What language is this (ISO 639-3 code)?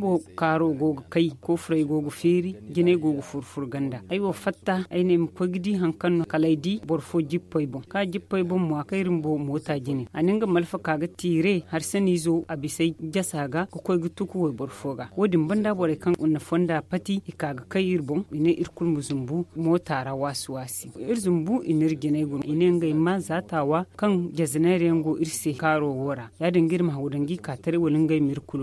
dje